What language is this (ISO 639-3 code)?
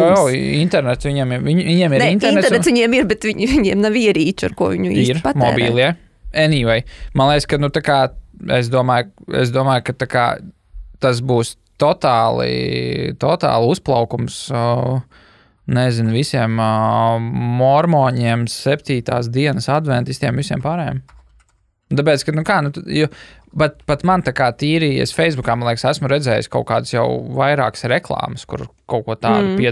lav